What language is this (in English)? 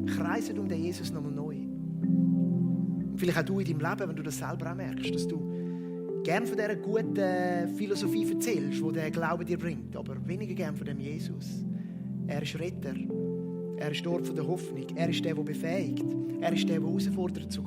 Swiss German